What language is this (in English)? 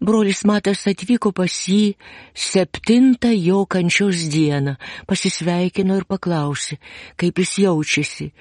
Lithuanian